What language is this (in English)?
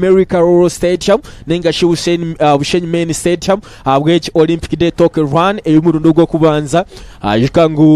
Nyankole